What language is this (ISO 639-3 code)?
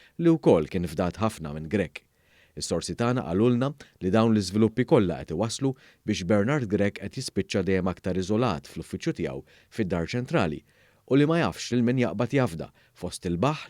mlt